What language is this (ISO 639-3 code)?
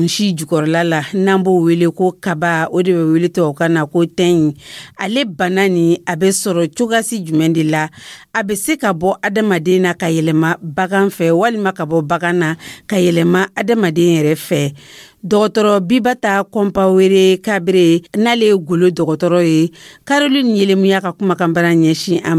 dyu